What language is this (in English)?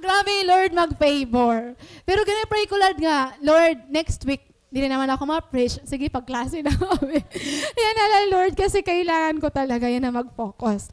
Waray